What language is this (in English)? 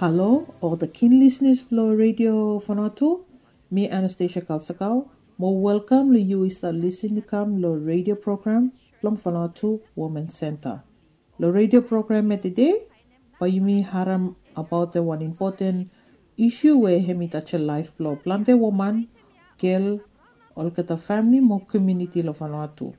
Bislama